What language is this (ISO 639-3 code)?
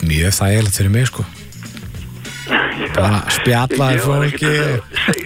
isl